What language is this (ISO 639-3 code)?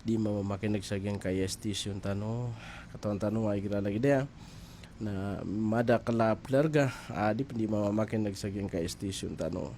mrw